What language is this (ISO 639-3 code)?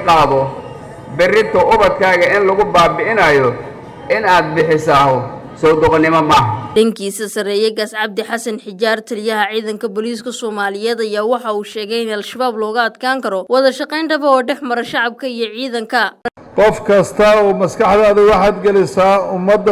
som